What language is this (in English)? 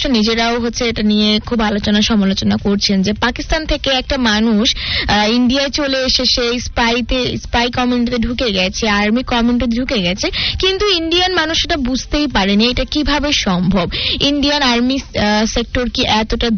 Bangla